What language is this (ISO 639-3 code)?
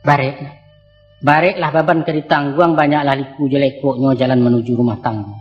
min